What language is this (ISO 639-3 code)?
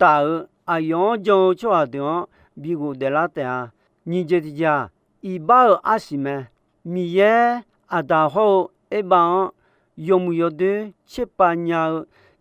ahk